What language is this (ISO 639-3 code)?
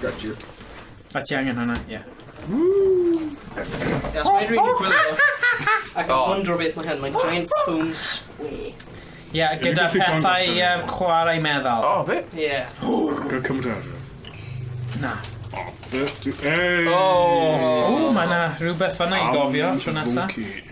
cym